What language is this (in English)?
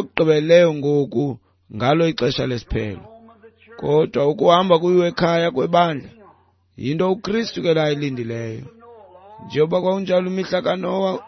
Xhosa